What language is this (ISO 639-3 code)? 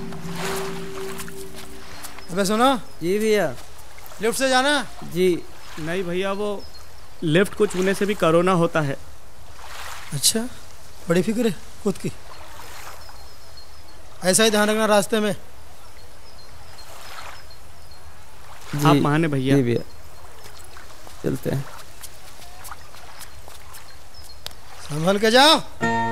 hin